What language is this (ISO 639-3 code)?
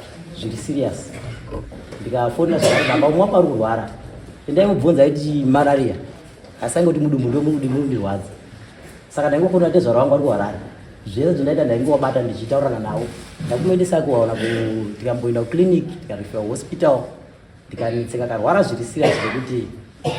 sna